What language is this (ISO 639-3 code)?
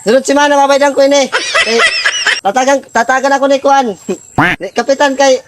war